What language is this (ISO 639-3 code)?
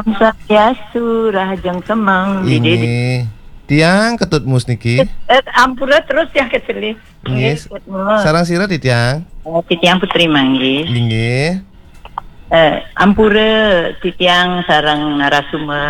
ban